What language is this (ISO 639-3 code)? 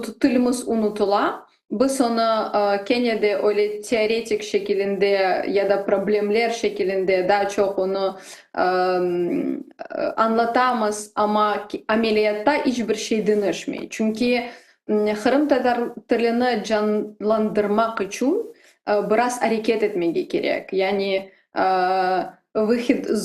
crh